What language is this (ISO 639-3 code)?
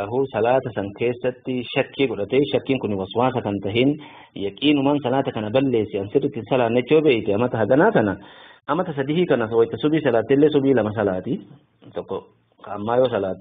orm